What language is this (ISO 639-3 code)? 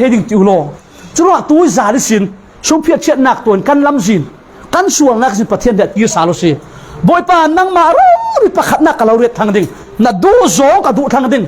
cfm